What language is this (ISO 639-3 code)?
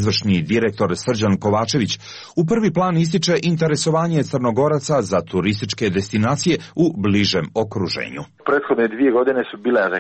srp